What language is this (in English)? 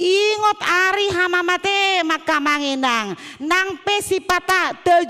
Batak Toba